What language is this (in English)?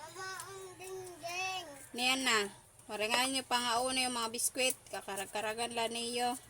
Waray